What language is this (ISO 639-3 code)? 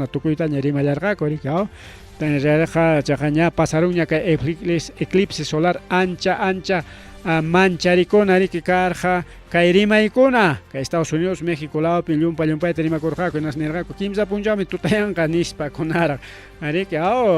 quy